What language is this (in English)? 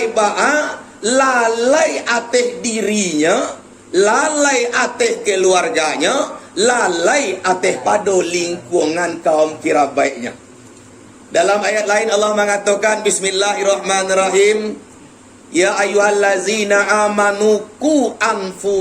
Minangkabau